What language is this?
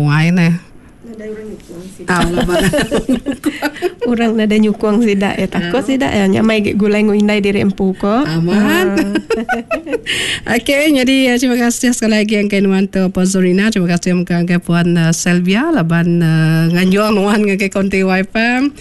Iban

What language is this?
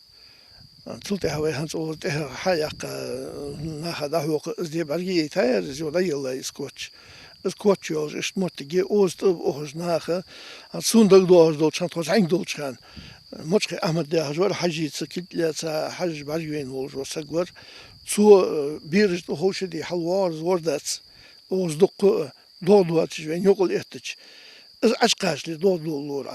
Ingush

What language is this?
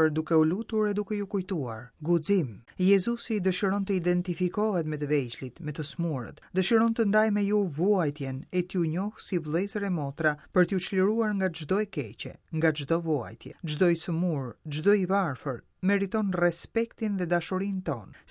Albanian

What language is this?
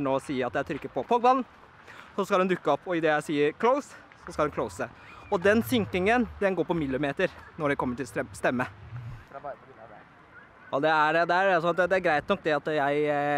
Norwegian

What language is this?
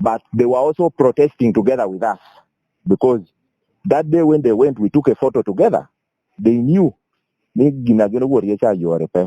Lango (Uganda)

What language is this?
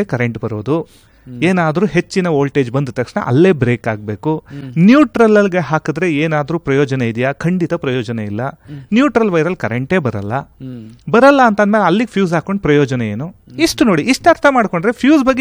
Kannada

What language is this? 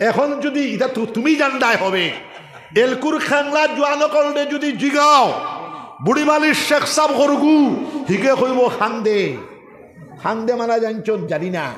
Sylheti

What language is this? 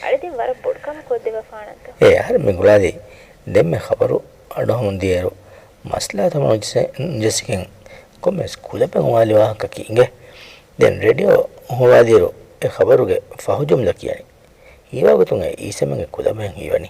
Divehi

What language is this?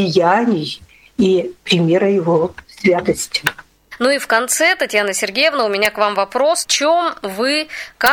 Russian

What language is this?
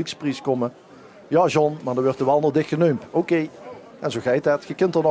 Limburgish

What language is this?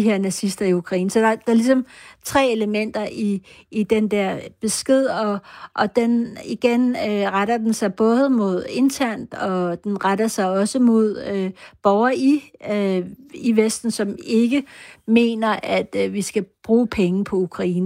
Danish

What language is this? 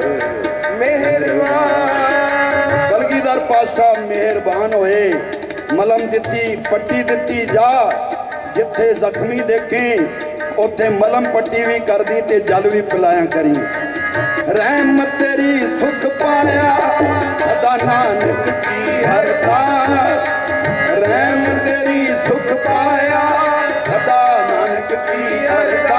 Punjabi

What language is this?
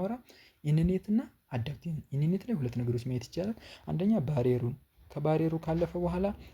Amharic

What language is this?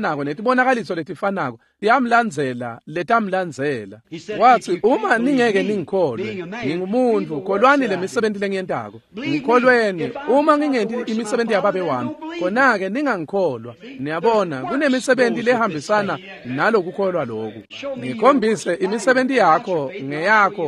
Swati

